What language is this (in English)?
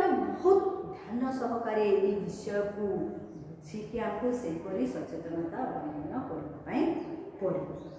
Odia